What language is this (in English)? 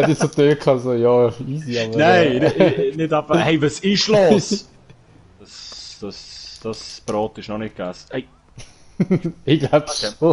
Swiss German